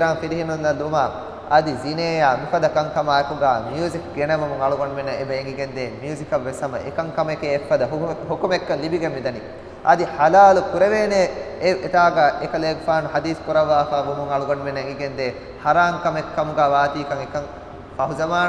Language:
Divehi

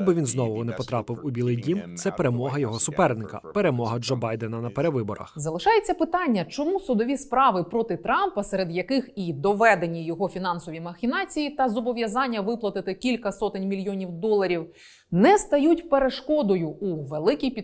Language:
Ukrainian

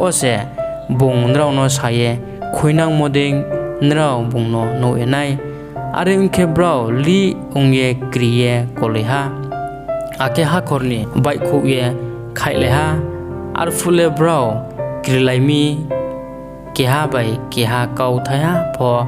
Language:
Riang (India)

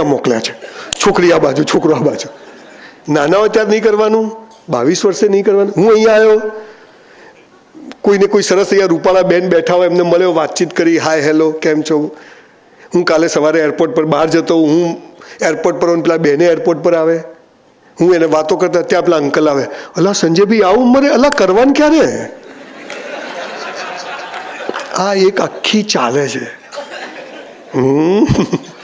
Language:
Gujarati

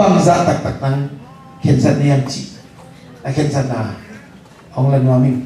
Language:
Tedim Chin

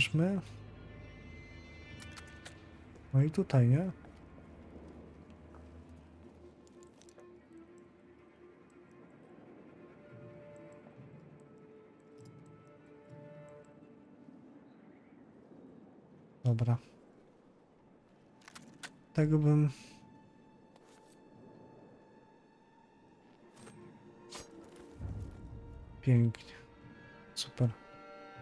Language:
Polish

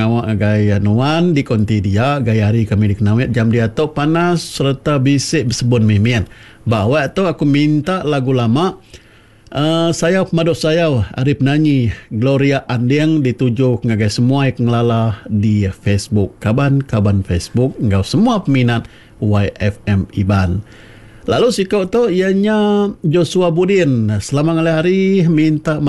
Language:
Iban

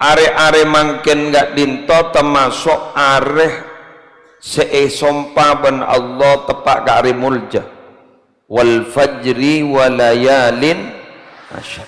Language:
Madurese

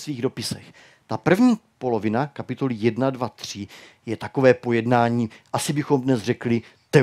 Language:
Czech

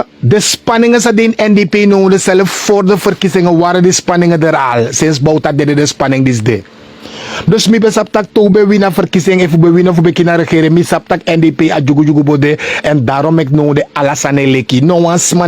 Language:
Sranan Tongo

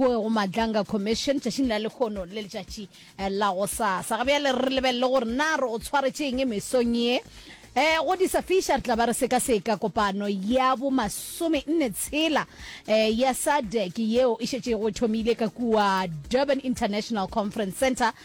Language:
Northern Sotho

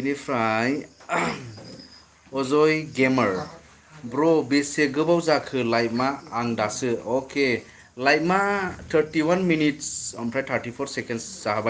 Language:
Bodo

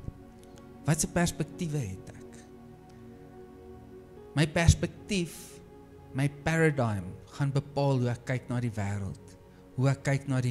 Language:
Afrikaans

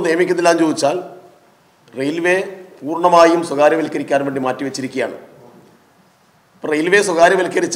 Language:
Malayalam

